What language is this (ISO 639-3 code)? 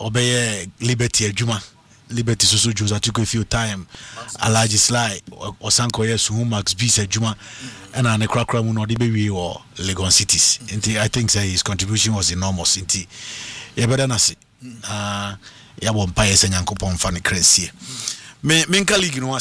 eng